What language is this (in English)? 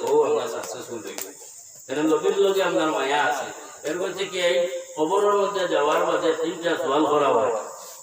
Sylheti